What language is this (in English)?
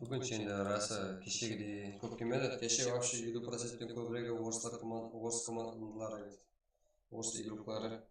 Kara-Kalpak